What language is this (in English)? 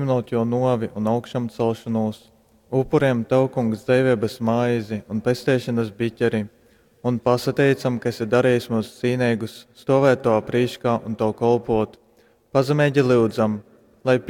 Latgalian